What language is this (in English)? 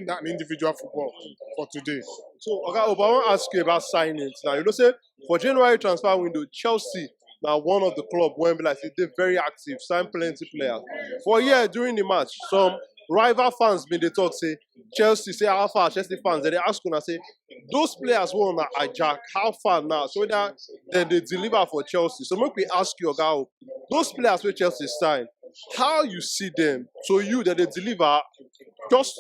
Nigerian Pidgin